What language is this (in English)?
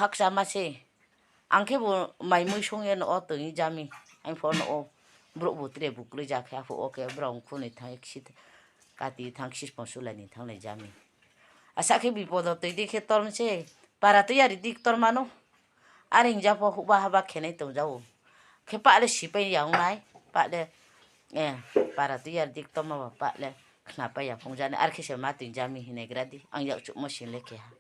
Riang (India)